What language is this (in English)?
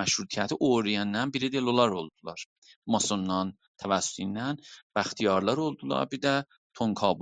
South Azerbaijani